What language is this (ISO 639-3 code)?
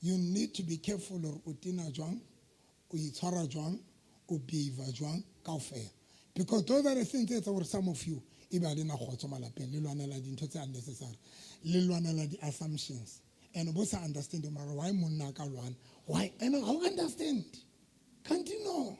sot